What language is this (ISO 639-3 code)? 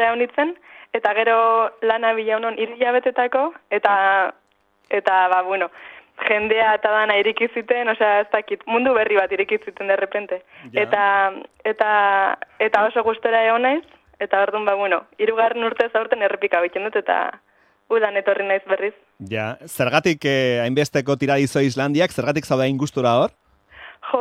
eus